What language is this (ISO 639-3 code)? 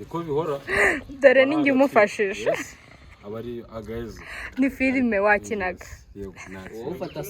kin